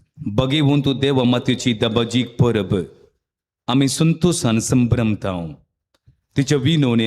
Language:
Konkani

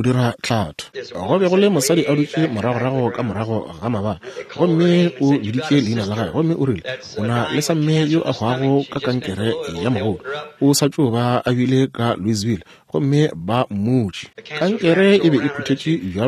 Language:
Northern Sotho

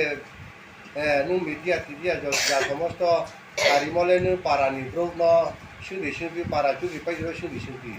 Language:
Riang (India)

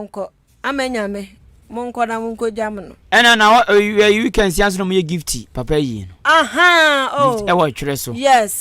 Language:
Akan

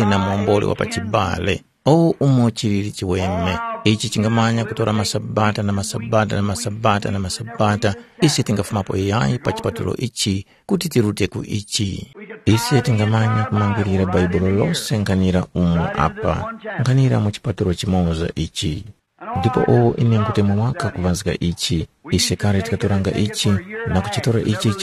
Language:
Tumbuka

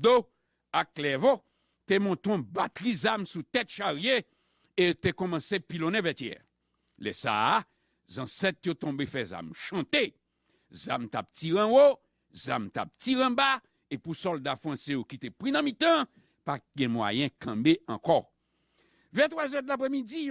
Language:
Haitian Creole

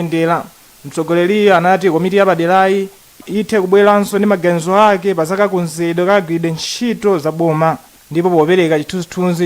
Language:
Nyanja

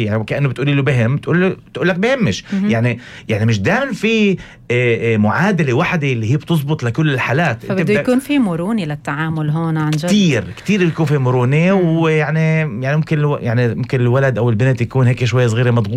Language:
North Levantine Arabic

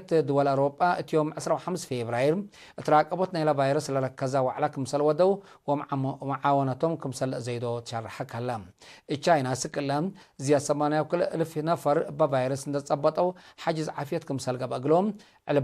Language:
Tigre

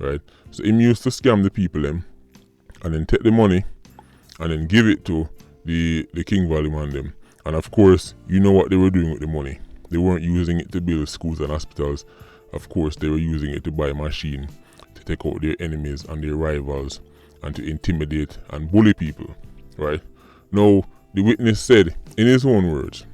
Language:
Jamaican Creole English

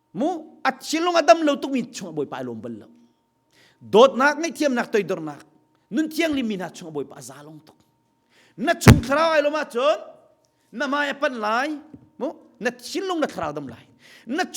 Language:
Hakha Chin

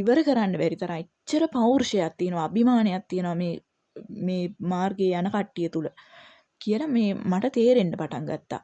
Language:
Sinhala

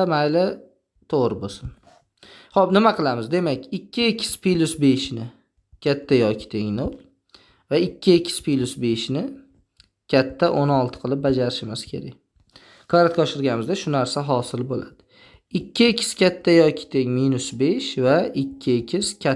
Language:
Uzbek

